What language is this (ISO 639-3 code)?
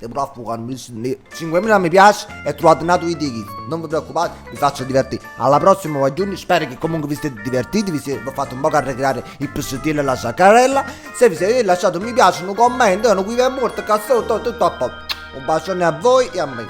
nap